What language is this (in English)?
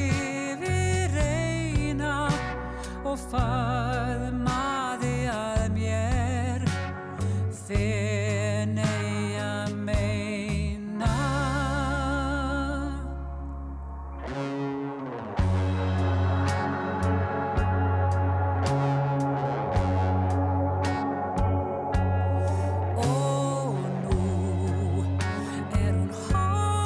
Icelandic